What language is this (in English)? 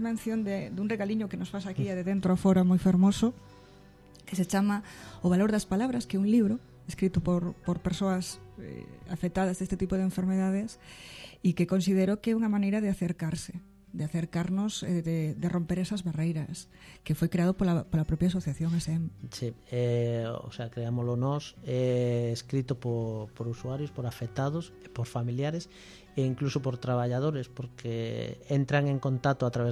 Galician